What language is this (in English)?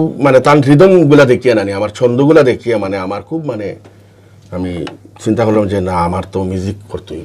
Sylheti